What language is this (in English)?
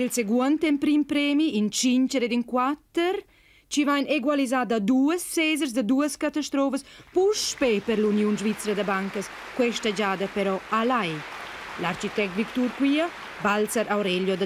Romansh